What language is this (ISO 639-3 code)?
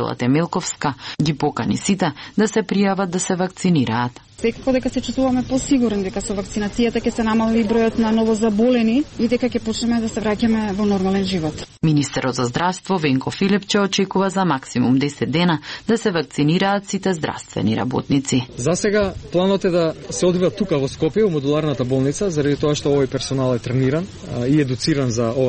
mkd